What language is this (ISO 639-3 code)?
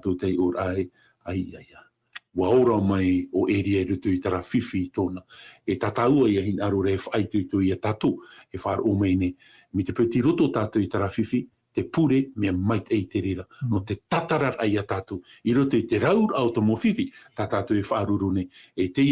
tah